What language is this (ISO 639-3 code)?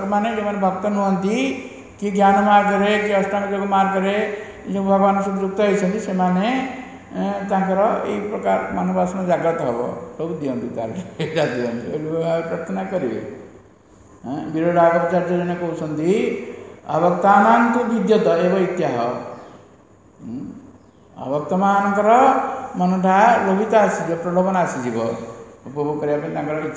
ori